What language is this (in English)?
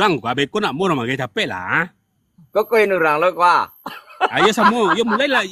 Minangkabau